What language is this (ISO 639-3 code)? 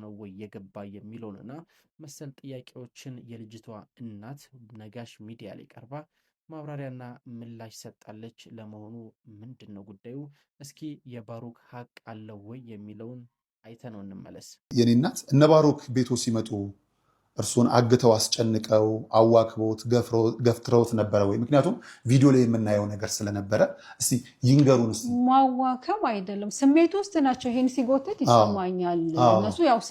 amh